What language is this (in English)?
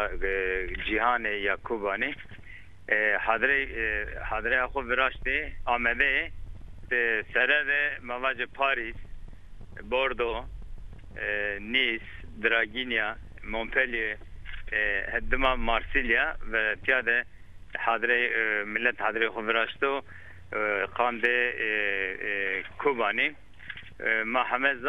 Zaza